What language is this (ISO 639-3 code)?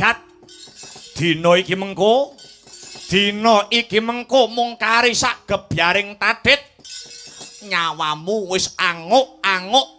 jav